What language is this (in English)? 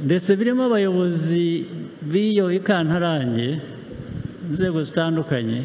Kinyarwanda